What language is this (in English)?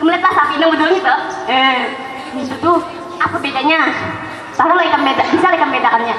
Banjar